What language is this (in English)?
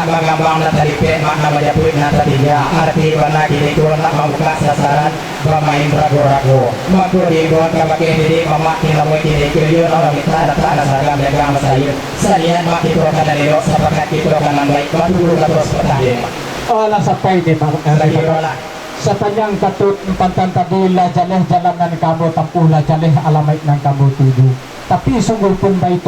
Minangkabau